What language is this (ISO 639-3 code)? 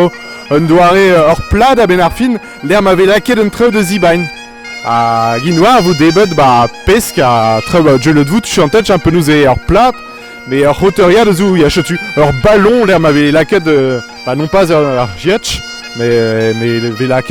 bre